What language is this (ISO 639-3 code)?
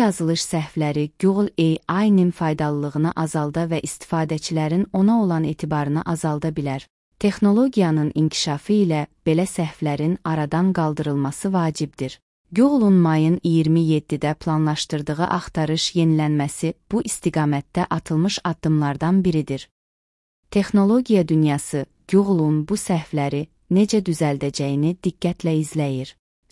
aze